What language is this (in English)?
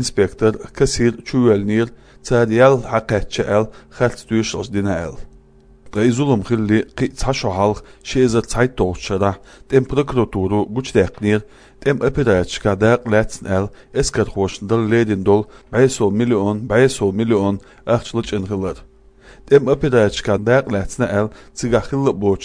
Chechen